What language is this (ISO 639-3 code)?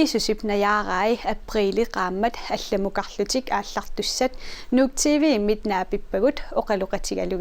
kal